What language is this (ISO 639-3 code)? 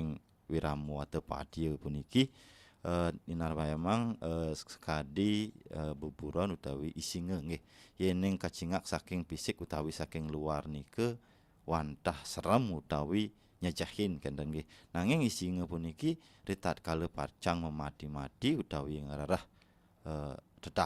ban